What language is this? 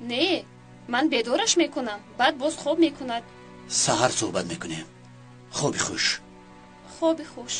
Tajik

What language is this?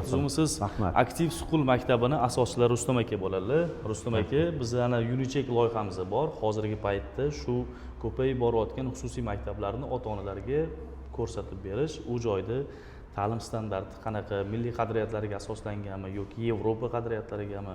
Uzbek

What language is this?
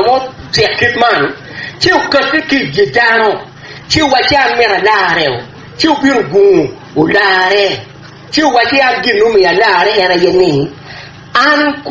Acoli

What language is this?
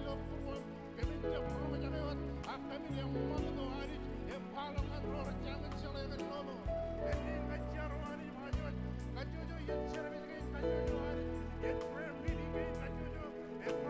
Marshallese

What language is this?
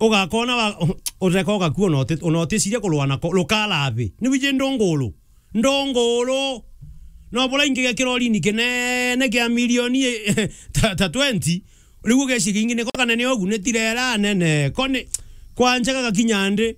Meru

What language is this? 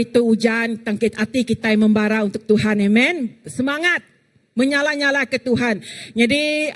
Iban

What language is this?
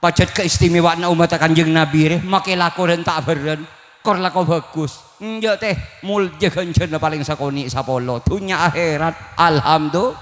Madurese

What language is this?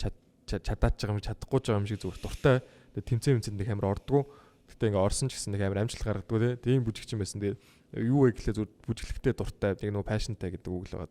Mongolian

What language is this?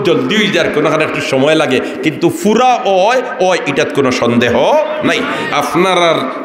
Sylheti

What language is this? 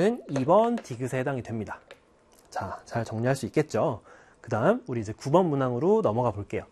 Korean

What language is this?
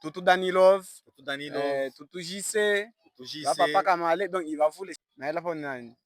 Luba-Katanga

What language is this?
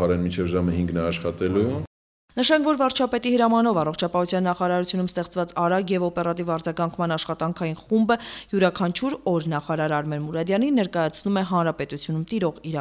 Armenian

